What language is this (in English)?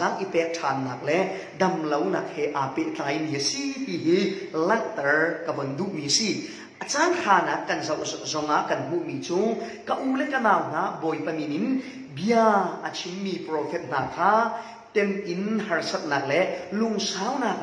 Falam Chin